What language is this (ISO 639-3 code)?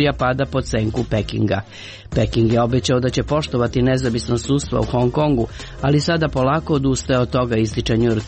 srp